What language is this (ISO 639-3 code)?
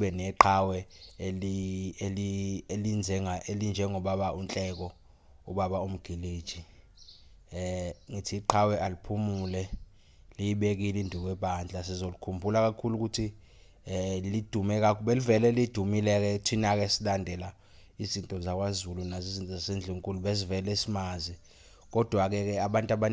zul